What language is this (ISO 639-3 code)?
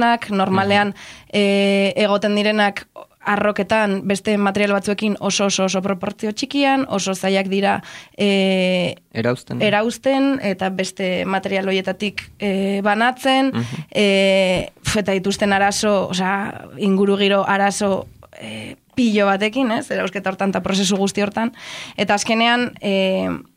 eus